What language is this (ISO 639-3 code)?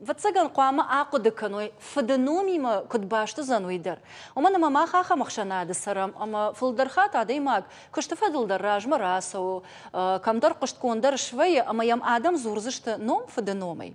oss